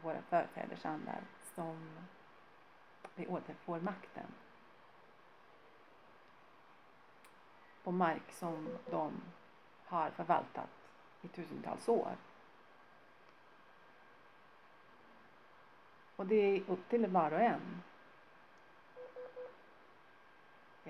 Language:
Swedish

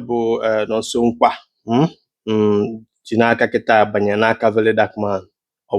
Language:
Igbo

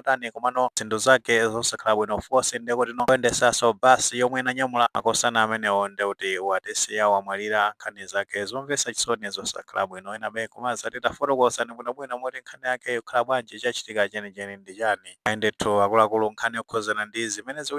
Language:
Nyanja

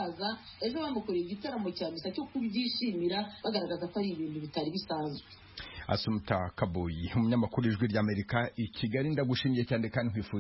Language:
Kinyarwanda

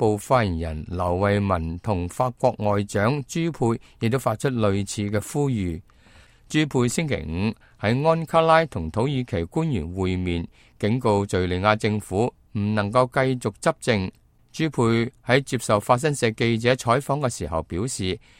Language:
Cantonese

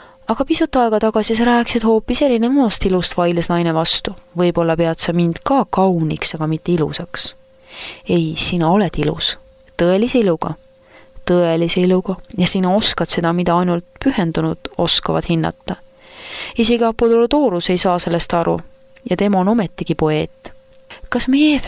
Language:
Estonian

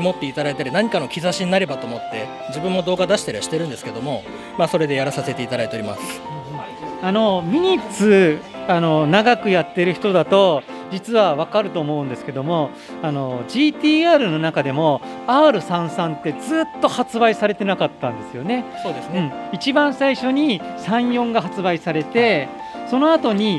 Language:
Japanese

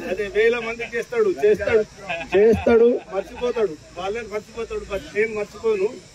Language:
Telugu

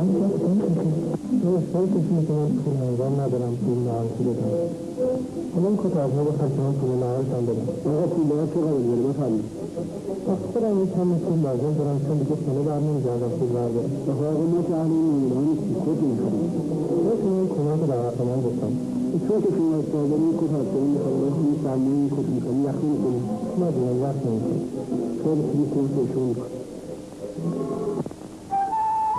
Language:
Persian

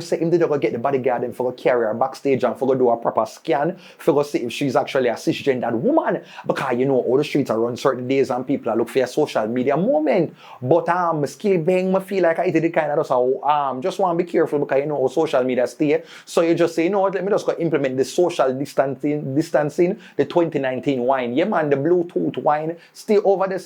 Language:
Jamaican Creole English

